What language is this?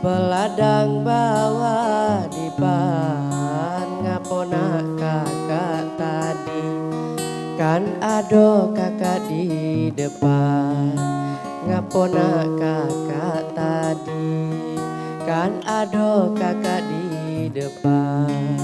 Musi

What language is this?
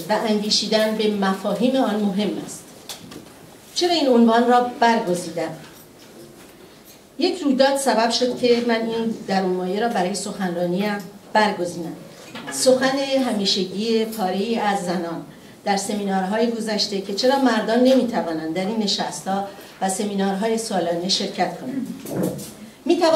Persian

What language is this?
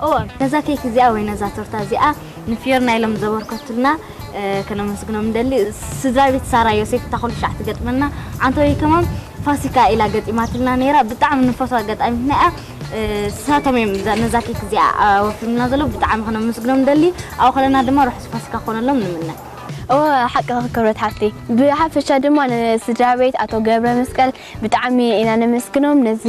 Tigrinya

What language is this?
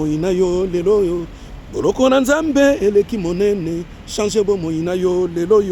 Lingala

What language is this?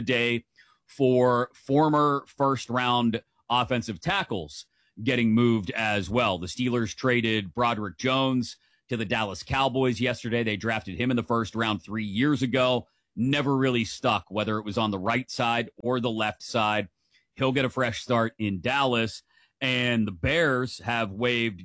English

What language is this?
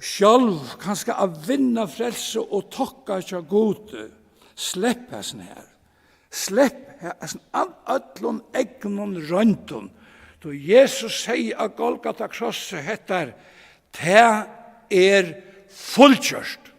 Faroese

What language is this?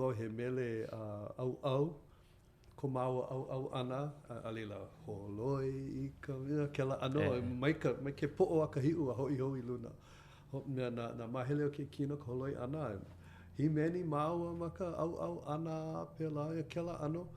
Hawaiian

